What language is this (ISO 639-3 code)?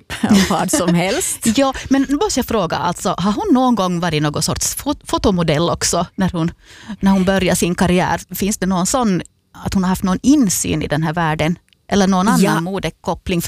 swe